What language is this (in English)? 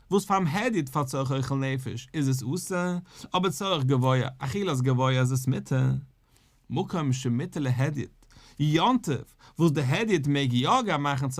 Yiddish